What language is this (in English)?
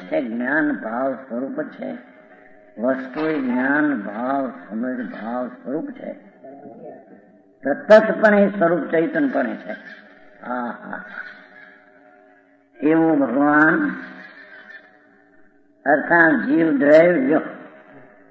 Gujarati